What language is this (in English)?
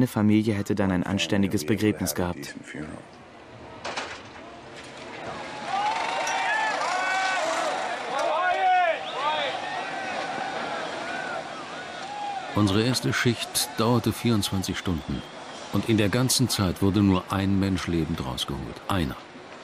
German